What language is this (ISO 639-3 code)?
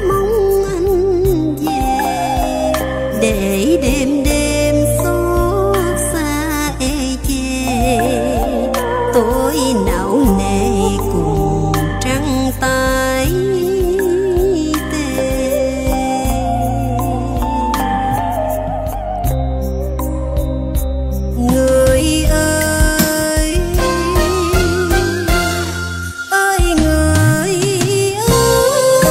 vie